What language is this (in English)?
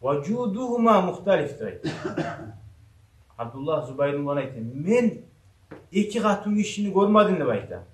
Kumyk